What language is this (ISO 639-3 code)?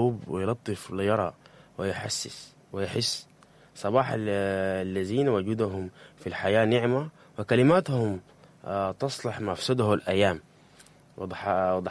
apd